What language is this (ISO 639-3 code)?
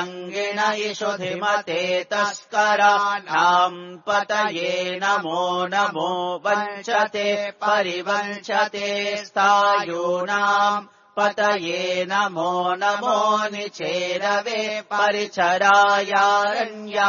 san